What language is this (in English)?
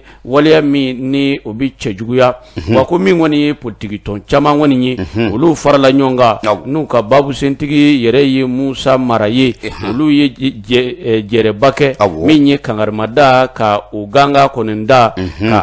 Bambara